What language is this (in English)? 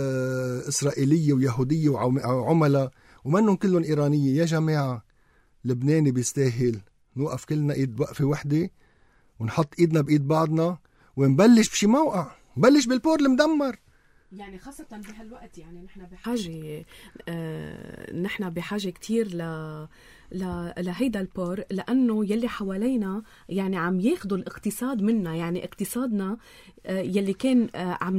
North Levantine Arabic